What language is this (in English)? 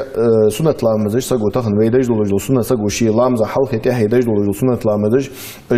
Ingush